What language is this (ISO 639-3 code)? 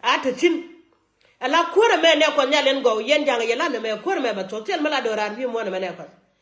nus